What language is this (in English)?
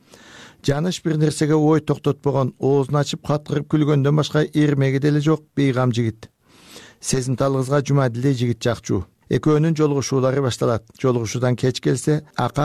Kyrgyz